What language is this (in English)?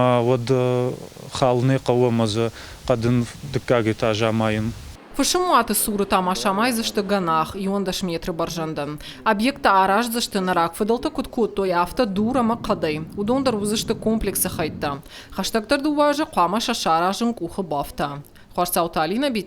Ossetic